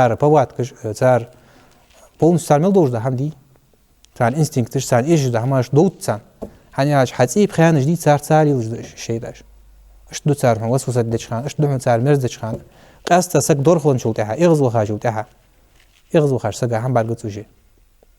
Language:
Ingush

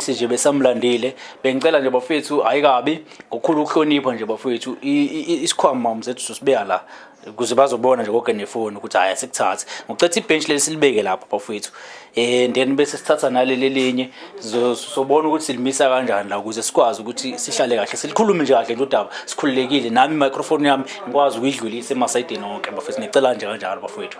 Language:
Zulu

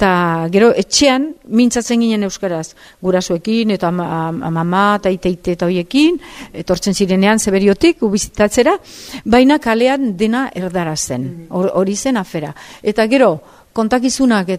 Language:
Basque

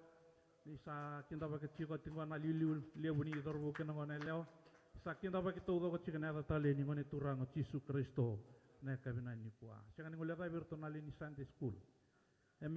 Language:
Fijian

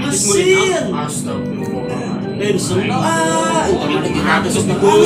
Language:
Sundanese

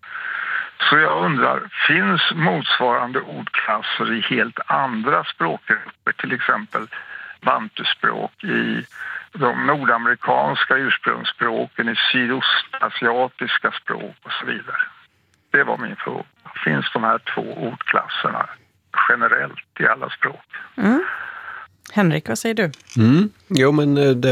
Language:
Swedish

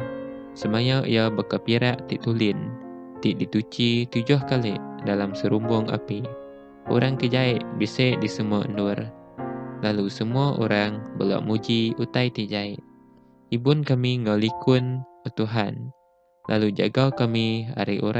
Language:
Iban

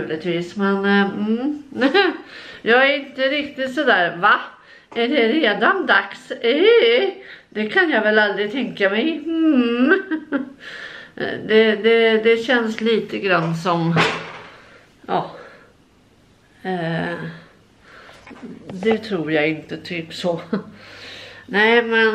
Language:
Swedish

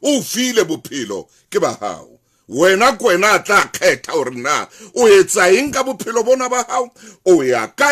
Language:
Southern Sotho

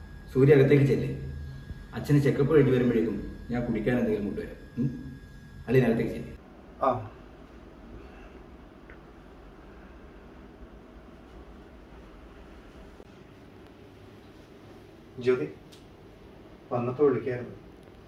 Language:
Malayalam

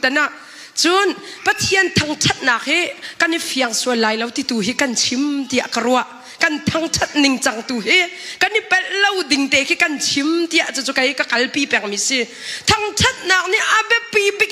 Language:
Hakha Chin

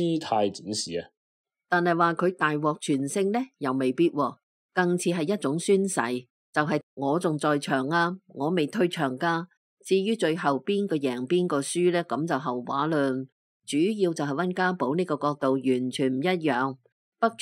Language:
Cantonese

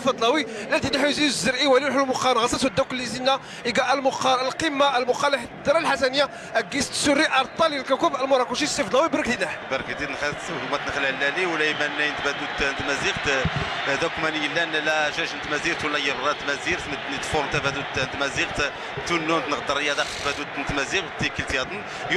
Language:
Moroccan Arabic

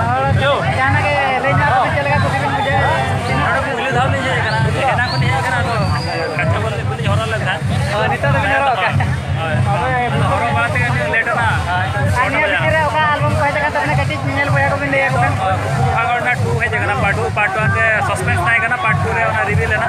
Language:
Santali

